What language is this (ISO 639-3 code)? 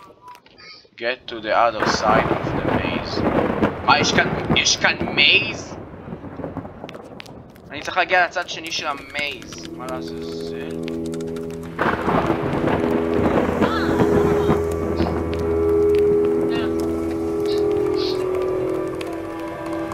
heb